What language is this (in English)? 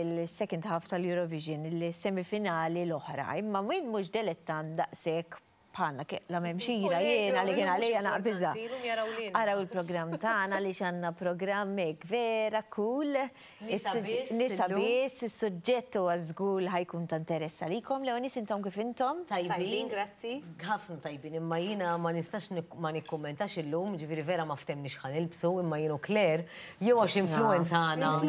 Maltese